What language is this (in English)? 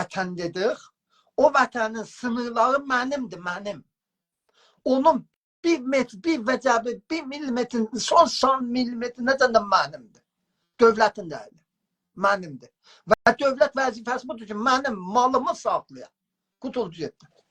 South Azerbaijani